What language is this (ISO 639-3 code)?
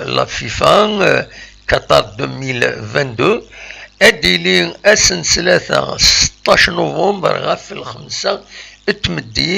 kab